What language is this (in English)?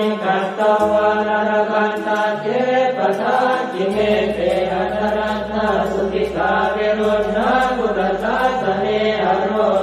Pali